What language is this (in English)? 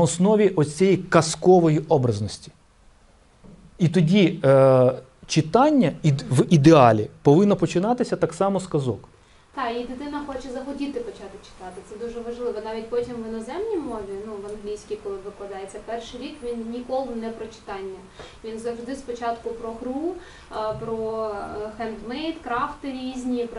Ukrainian